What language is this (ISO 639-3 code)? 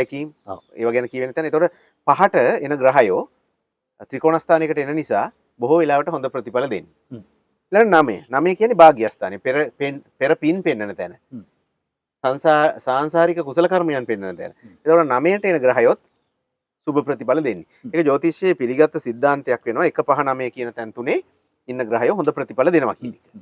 sin